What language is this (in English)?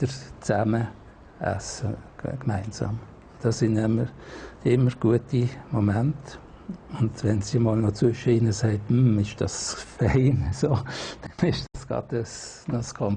Swiss German